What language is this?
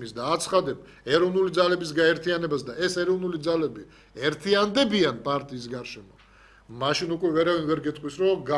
Georgian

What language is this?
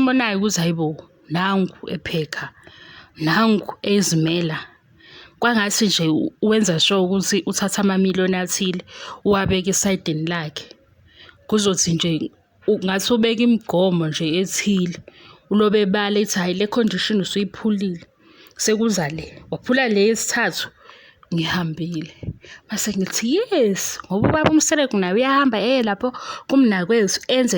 Zulu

